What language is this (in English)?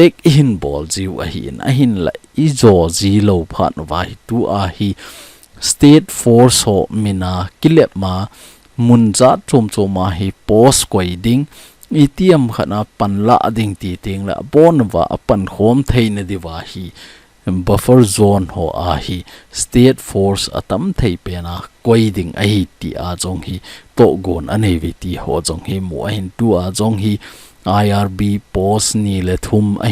Thado Chin